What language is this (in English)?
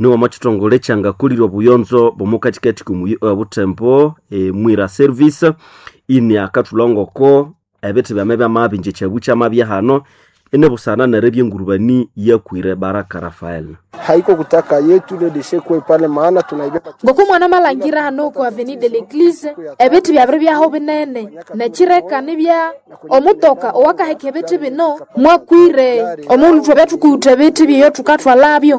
Nande